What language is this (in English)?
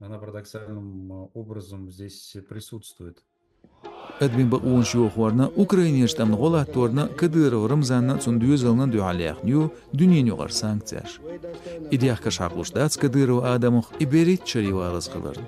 Chechen